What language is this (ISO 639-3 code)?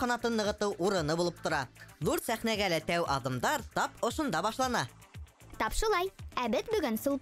bak